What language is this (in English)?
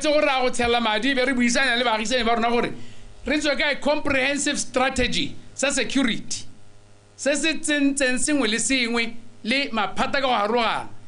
Tswana